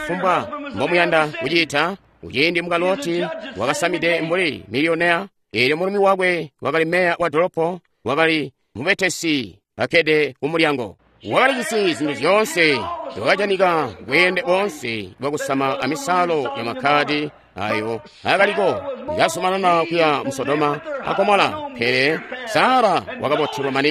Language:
Tonga (Zambia)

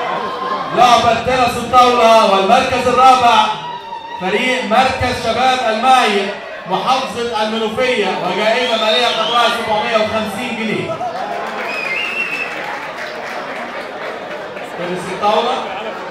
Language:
Egyptian Arabic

